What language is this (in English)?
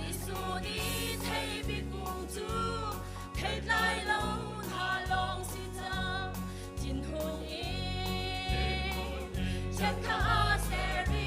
Hakha Chin